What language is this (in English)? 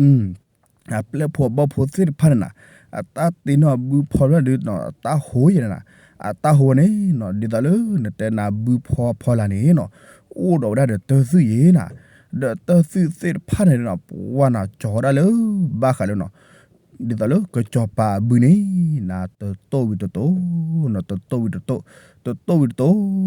S'gaw Karen